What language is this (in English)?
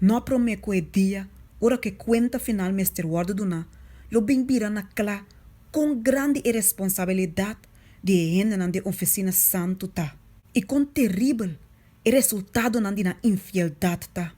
Papiamento